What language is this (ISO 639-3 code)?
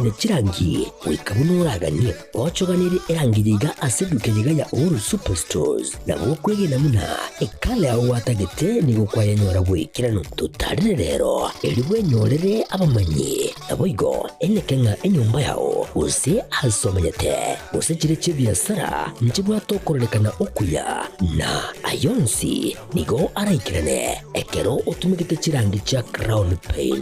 guz